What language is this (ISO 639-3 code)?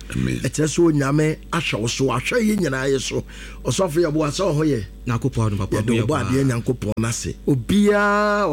aka